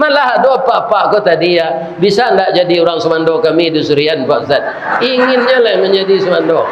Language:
Minangkabau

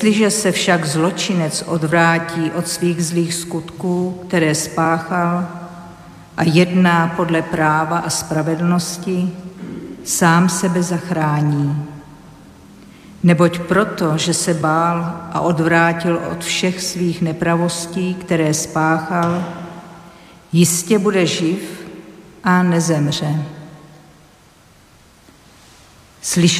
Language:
Czech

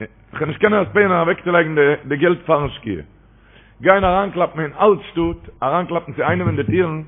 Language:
Yiddish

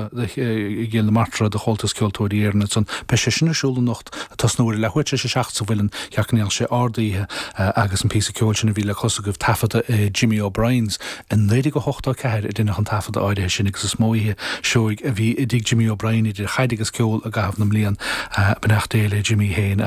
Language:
Irish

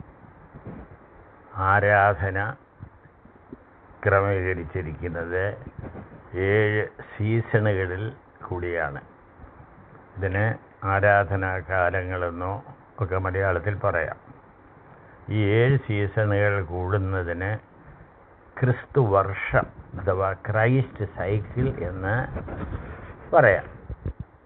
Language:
Malayalam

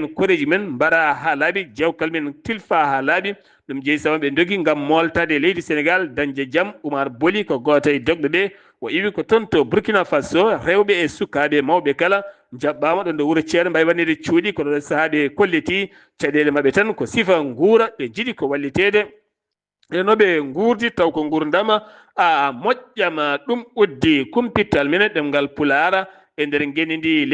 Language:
Fula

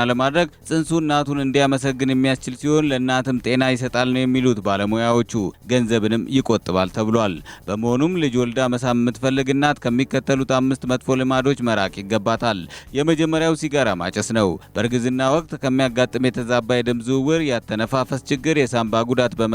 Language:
Amharic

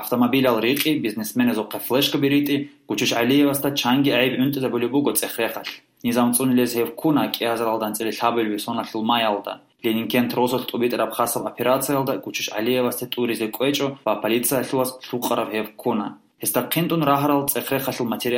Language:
Avaric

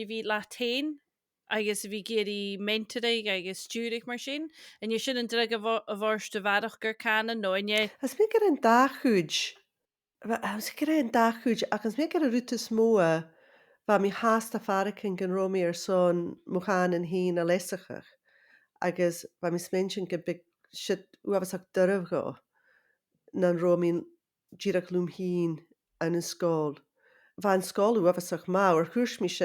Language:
Scottish Gaelic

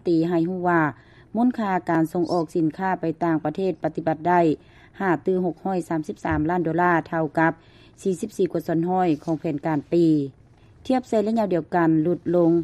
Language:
Lao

